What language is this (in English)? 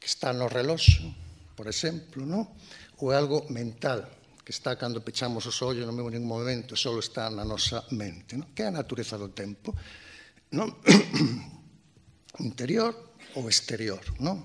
Galician